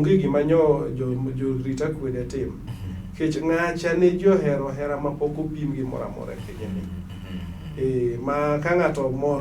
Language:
Luo (Kenya and Tanzania)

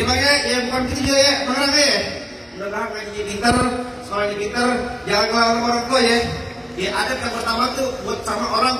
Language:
Betawi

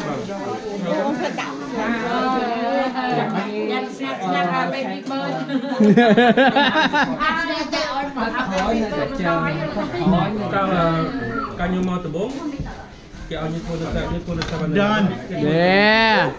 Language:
Vietnamese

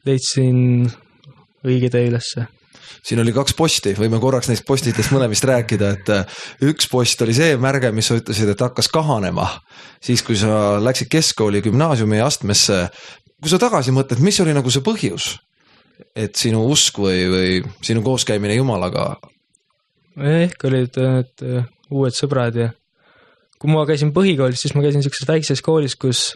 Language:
Estonian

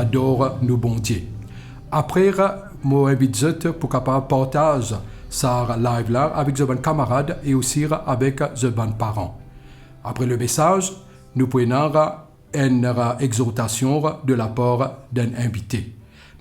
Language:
Morisyen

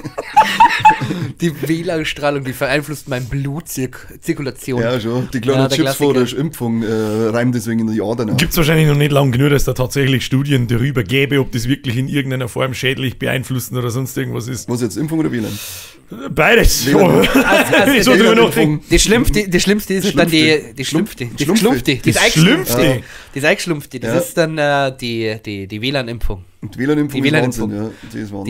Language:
Bavarian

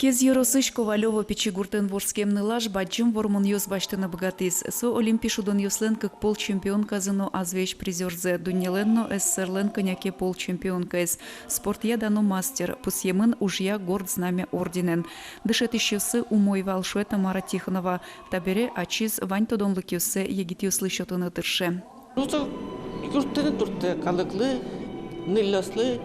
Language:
Udmurt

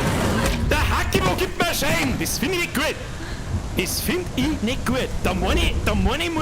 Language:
Bavarian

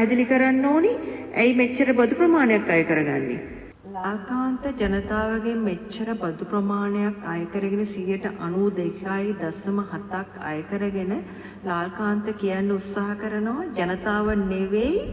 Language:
Sinhala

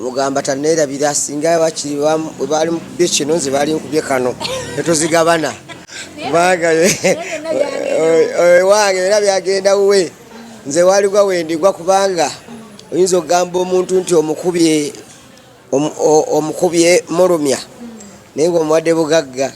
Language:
Ganda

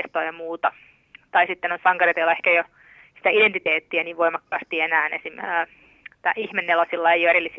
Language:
Finnish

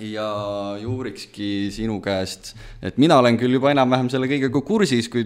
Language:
Estonian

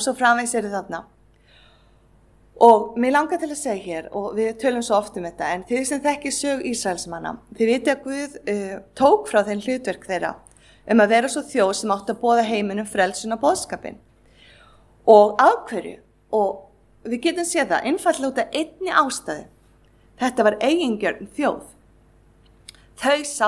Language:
Icelandic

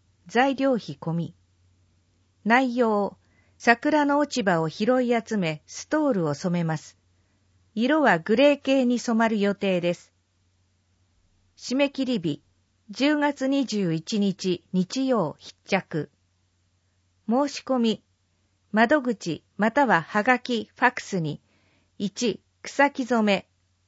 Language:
Japanese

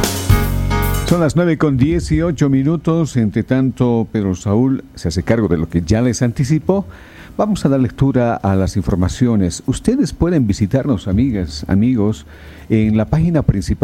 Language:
Spanish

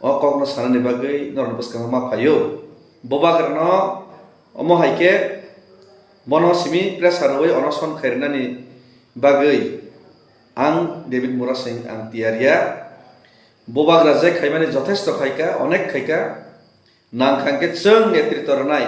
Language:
Kok Borok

